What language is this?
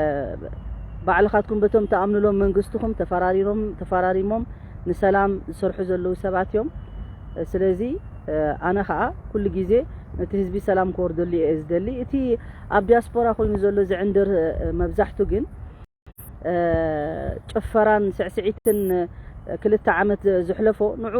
Tigrinya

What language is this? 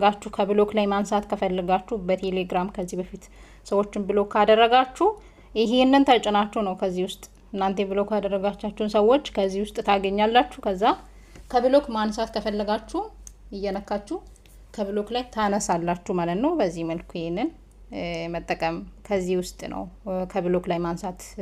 Amharic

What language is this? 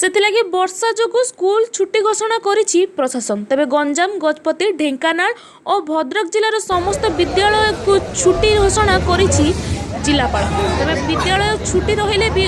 Odia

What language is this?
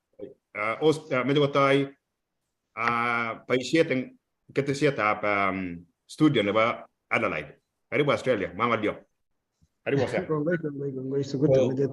Kalenjin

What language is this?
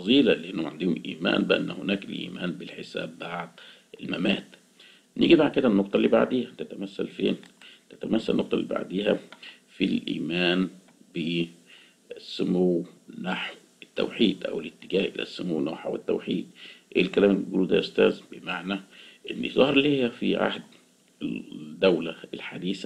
Egyptian Arabic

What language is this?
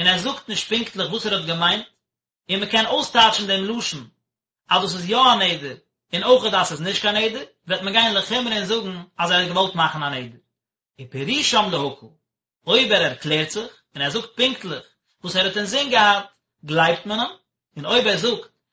Yiddish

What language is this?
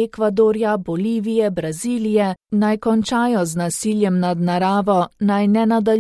Slovenian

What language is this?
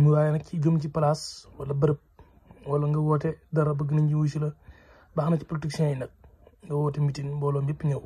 Wolof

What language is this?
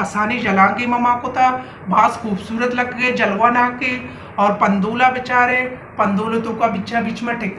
Baluchi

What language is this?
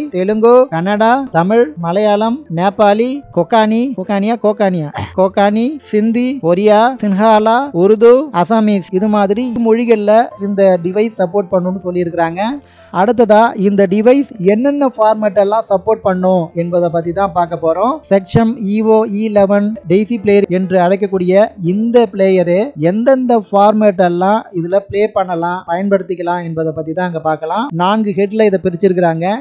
Tamil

